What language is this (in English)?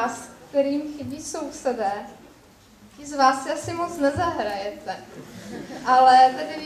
Czech